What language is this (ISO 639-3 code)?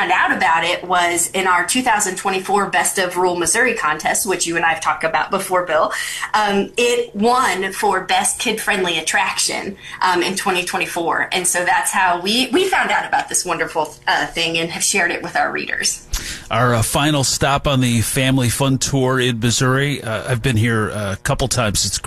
eng